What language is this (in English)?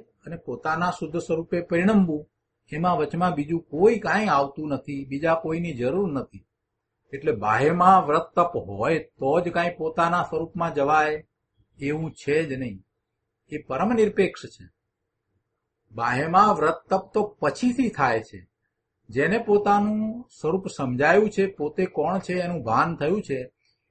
Gujarati